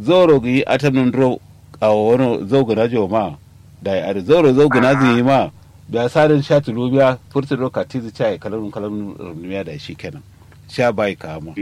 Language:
Kanuri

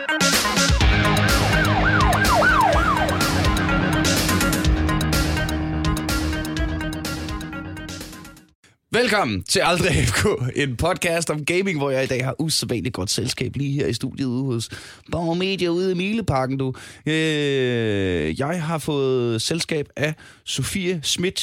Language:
Danish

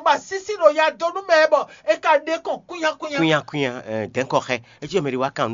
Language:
Fon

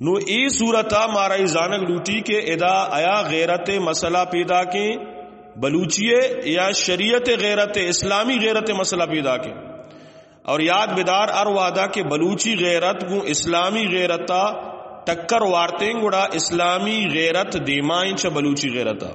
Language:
Eastern Balochi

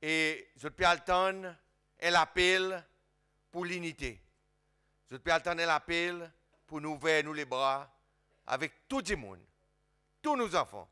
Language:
Seselwa Creole French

